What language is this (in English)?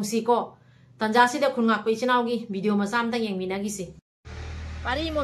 Manipuri